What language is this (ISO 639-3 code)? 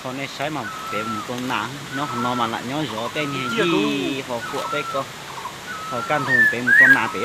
hmn